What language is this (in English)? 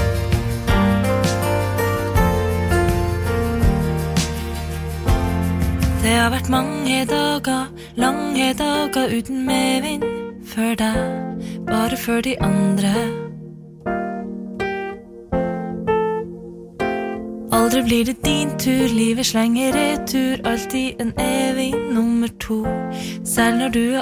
Norwegian